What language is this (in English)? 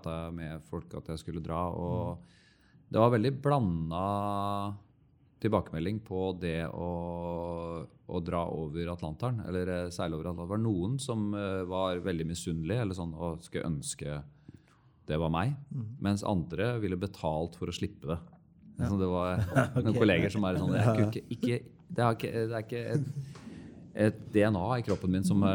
Norwegian